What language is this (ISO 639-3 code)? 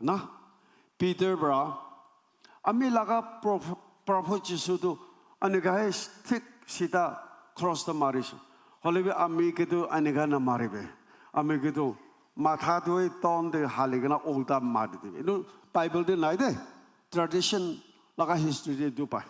nag